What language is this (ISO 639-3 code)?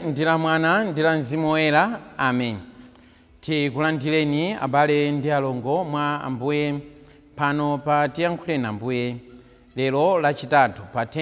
nya